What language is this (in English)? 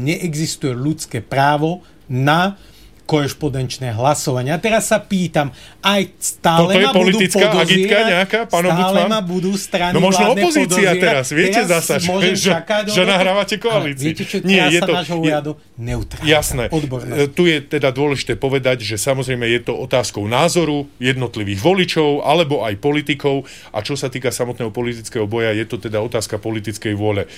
Slovak